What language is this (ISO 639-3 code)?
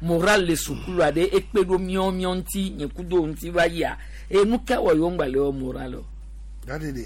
gej